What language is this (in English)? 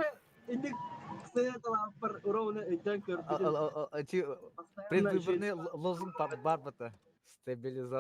Yakut